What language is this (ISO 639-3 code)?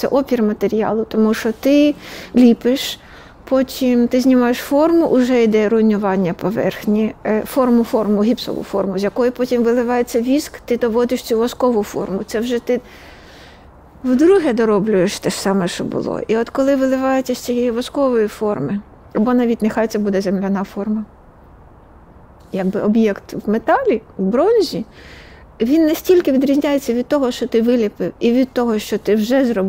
ukr